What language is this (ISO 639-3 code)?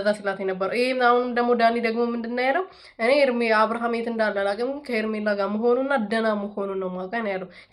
amh